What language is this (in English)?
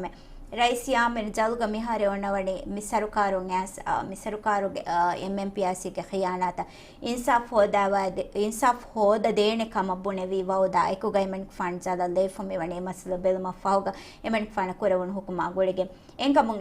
Divehi